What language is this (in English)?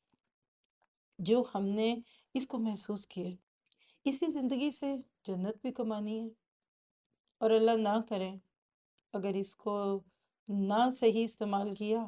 Urdu